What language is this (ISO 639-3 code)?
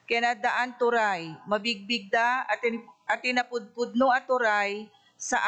ilo